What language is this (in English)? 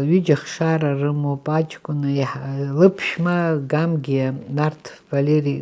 Abkhazian